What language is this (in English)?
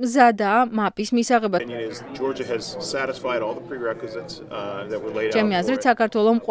Georgian